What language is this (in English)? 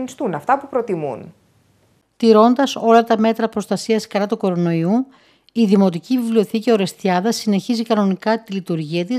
Greek